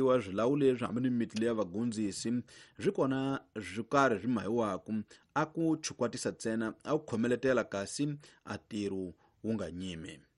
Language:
Tsonga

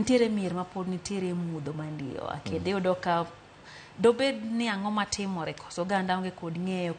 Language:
Luo (Kenya and Tanzania)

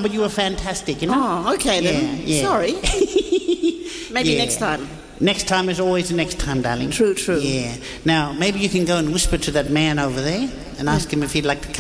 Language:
English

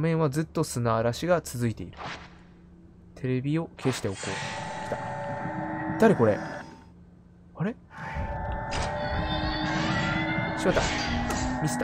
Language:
Japanese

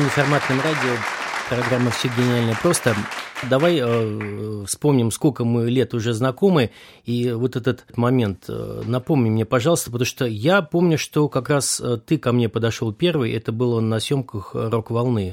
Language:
Russian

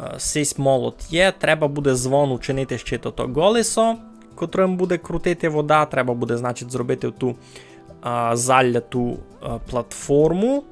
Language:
Rusyn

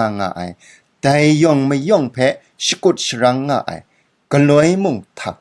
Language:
Kachin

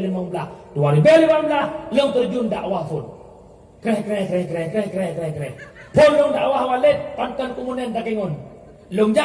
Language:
Achinese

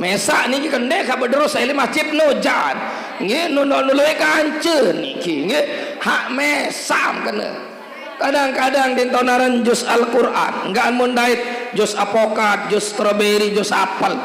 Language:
Sasak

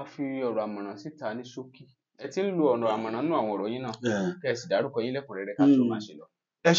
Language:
Yoruba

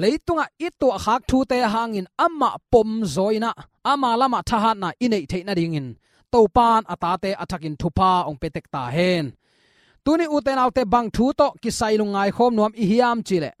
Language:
Tedim Chin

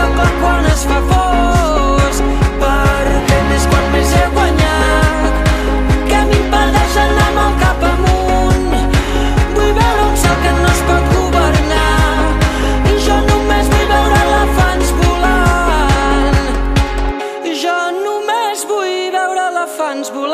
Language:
Catalan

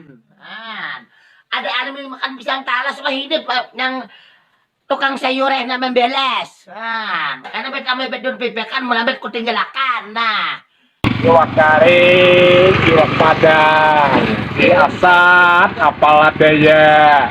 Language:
Banjar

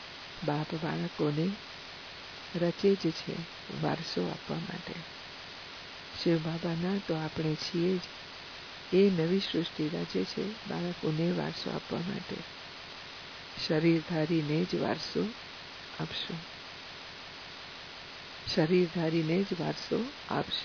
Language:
Gujarati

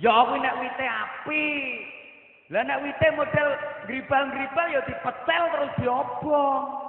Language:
Javanese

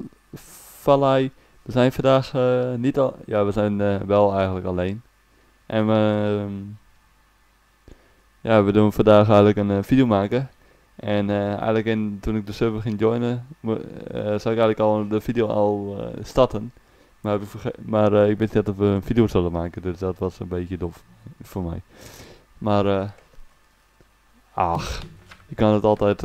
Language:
Dutch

